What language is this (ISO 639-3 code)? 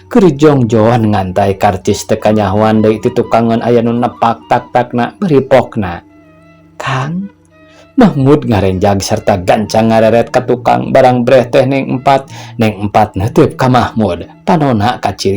sun